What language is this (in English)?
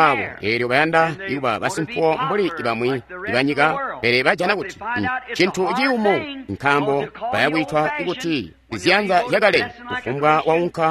Tonga (Zambia)